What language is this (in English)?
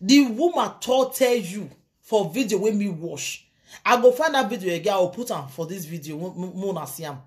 Nigerian Pidgin